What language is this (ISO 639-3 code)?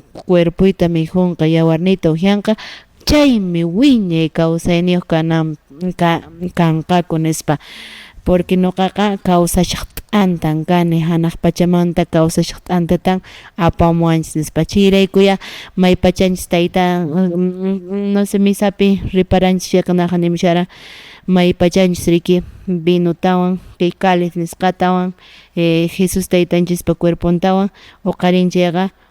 que